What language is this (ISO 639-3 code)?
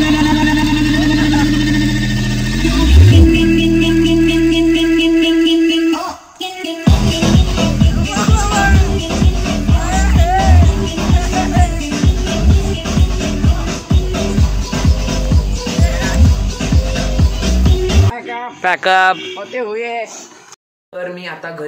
mar